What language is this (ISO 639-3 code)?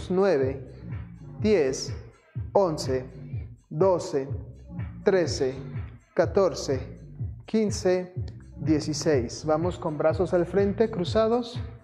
spa